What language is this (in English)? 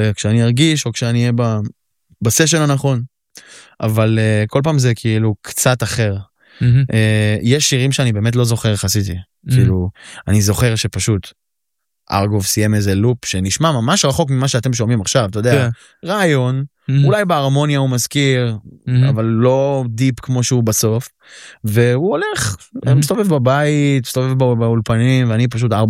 Hebrew